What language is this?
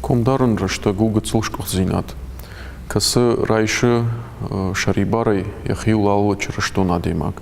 Ossetic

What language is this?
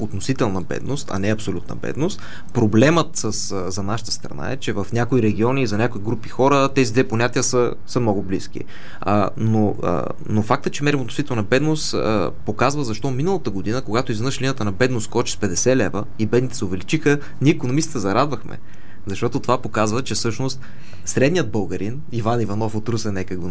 Bulgarian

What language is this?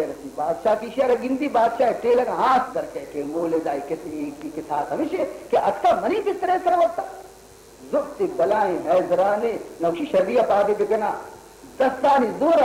Baluchi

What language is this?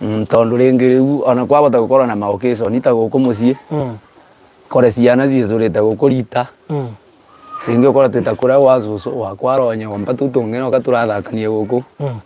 Kikuyu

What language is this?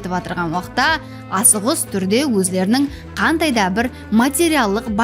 Kara-Kalpak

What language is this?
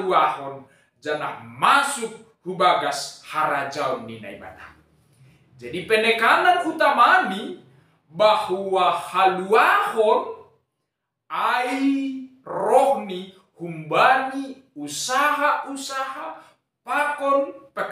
Batak Simalungun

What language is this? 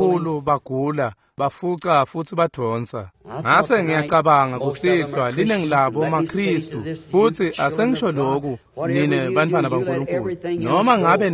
Swati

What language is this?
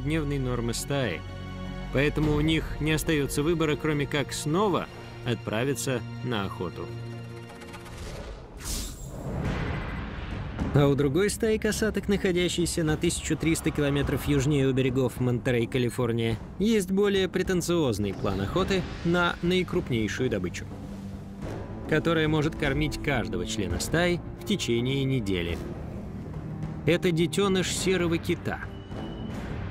Russian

